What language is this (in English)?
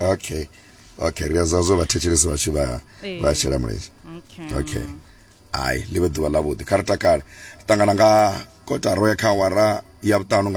Venda